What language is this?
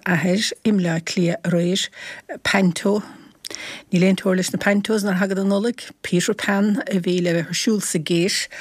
Irish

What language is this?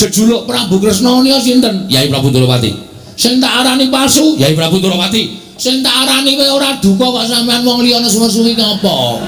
Javanese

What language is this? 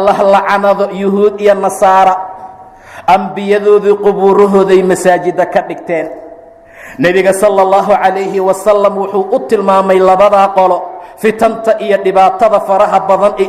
Somali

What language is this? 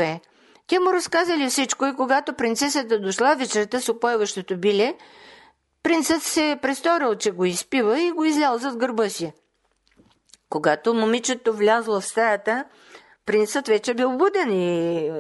Bulgarian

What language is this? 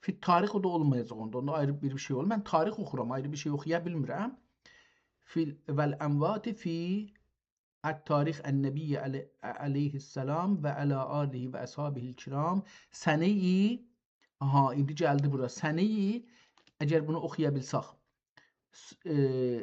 South Azerbaijani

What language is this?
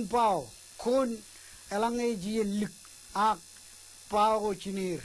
Marshallese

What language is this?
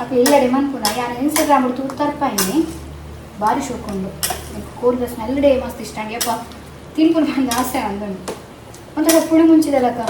Tulu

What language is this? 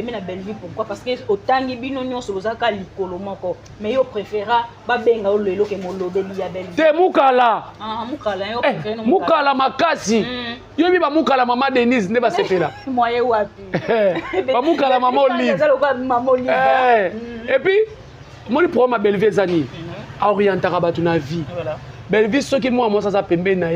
Lingala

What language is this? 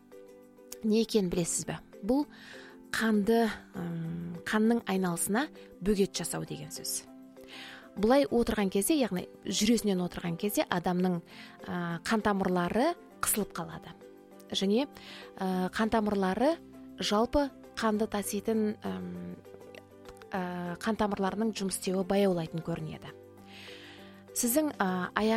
Kazakh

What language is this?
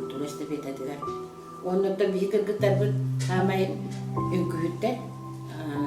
Yakut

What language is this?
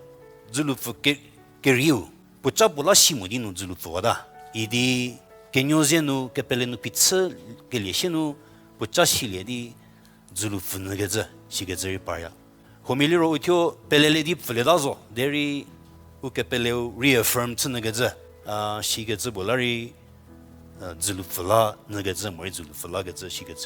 Angami Naga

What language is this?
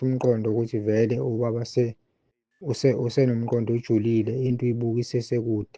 Zulu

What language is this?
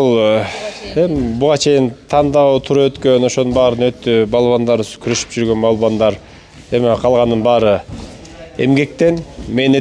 Kyrgyz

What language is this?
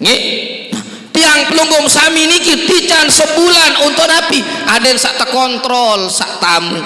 Sasak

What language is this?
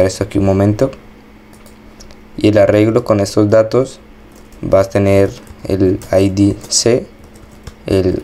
Spanish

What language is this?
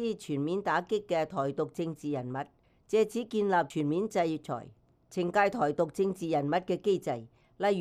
Cantonese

